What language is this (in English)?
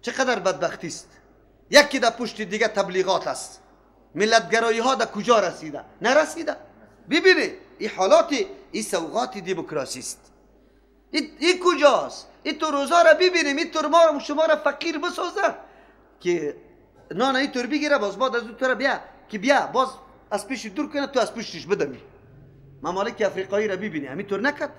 Persian